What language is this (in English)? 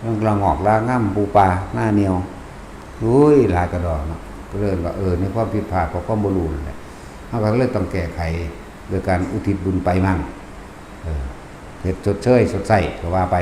Northeastern Thai